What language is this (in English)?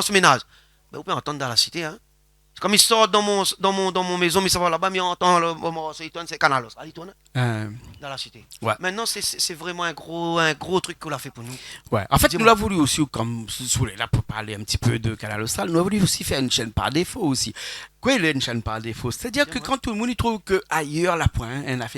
Réunion Creole French